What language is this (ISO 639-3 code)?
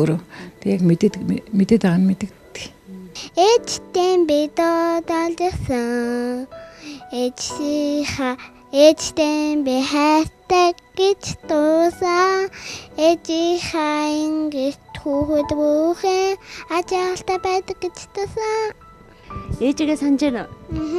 mon